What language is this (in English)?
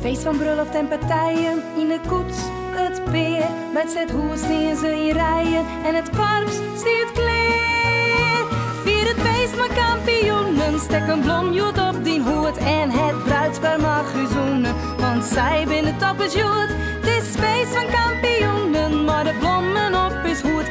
Western Frisian